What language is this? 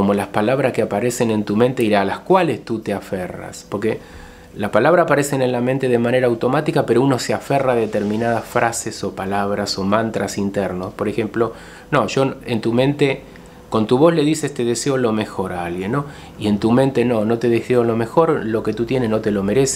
Spanish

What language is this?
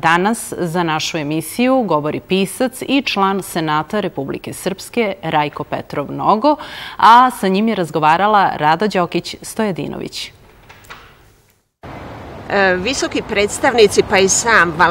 Serbian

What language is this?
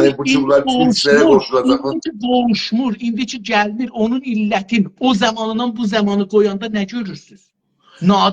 South Azerbaijani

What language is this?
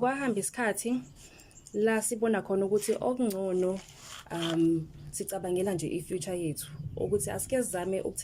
Zulu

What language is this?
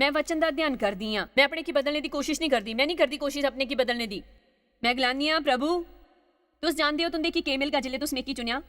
Dogri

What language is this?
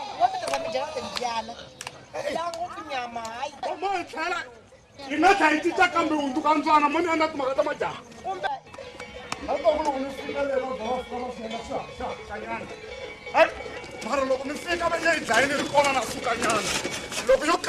Tsonga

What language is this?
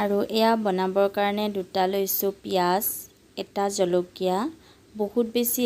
Assamese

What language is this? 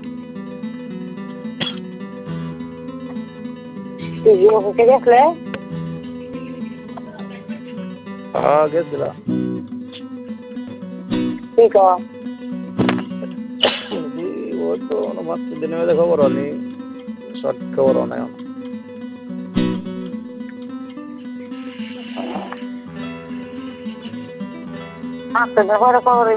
Bangla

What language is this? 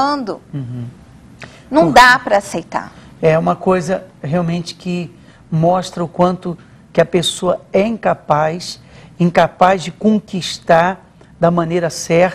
Portuguese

